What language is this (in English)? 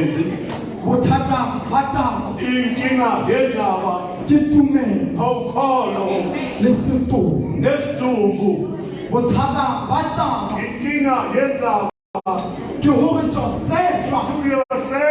Tswana